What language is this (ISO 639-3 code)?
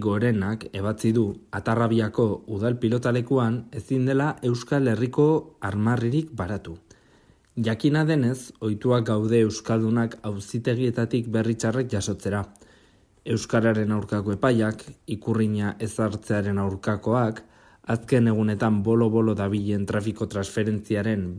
eus